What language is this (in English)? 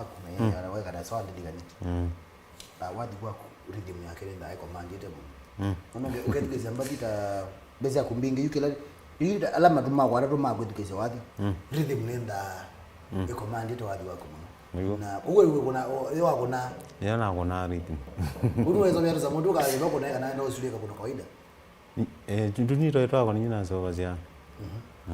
Kamba